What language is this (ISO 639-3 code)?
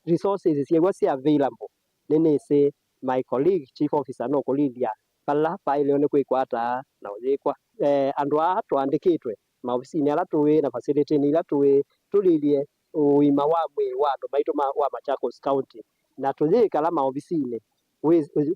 kam